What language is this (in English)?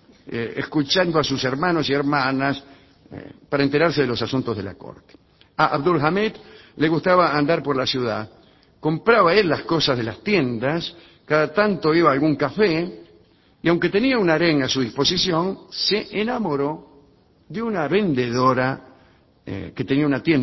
Spanish